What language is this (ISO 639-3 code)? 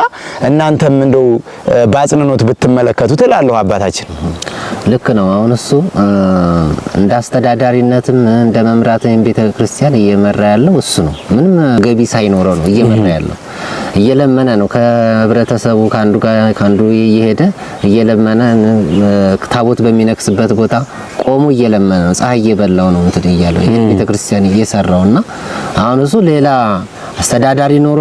amh